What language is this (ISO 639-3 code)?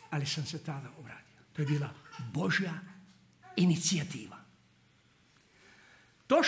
hrv